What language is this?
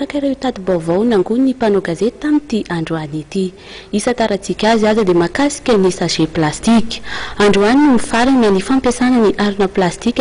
Malagasy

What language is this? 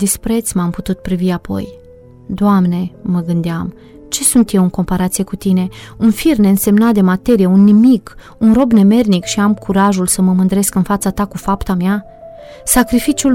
Romanian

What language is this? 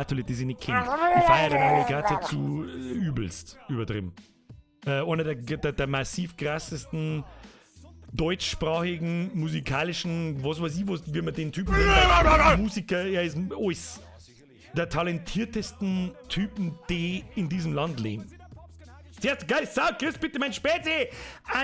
Bavarian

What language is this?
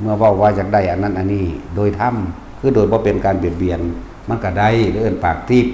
Lao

